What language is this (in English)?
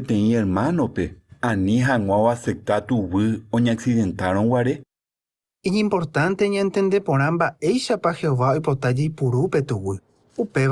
Guarani